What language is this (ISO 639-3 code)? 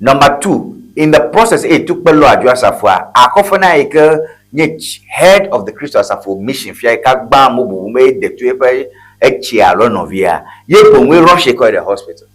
ewe